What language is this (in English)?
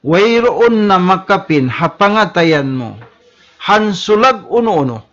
Tausug